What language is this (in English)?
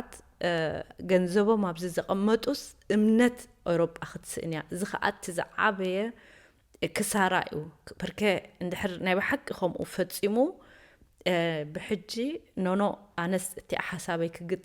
Tigrinya